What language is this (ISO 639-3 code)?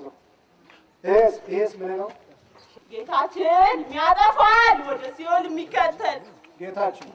amh